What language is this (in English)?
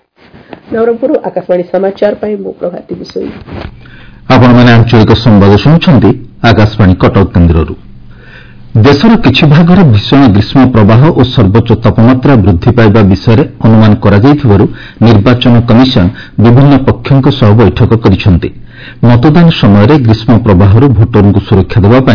Odia